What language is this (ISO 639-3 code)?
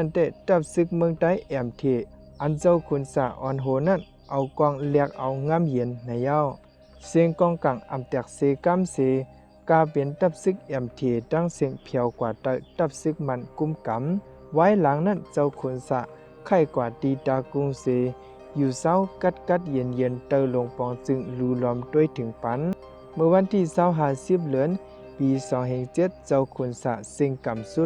shn